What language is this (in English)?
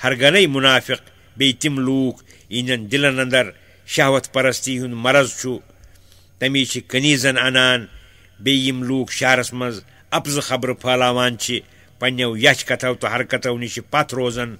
Kashmiri